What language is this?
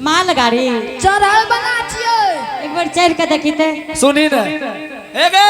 Angika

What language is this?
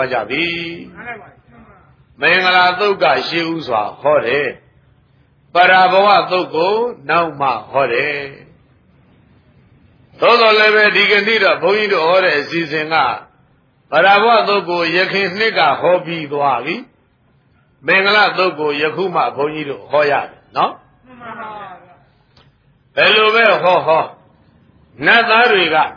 Burmese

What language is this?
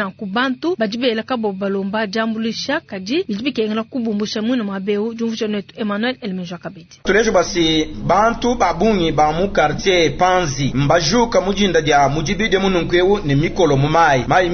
Luba-Lulua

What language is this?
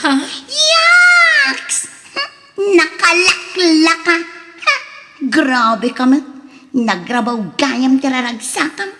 Iloko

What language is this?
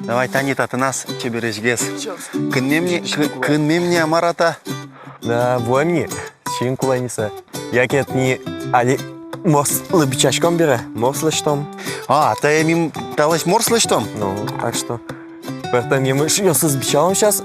Udmurt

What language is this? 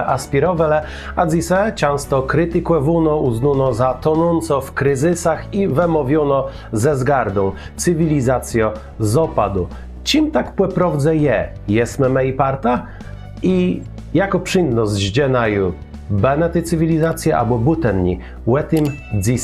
Kashubian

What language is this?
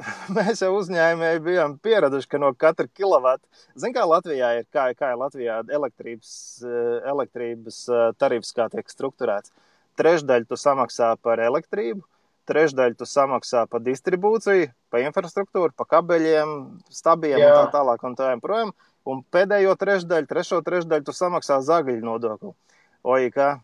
Latvian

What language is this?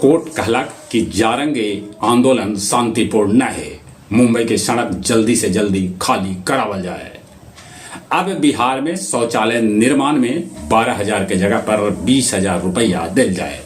Magahi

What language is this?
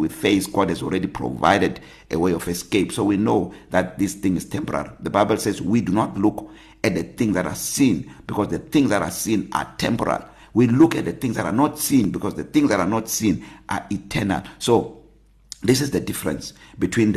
English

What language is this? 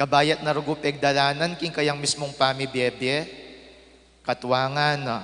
Pampanga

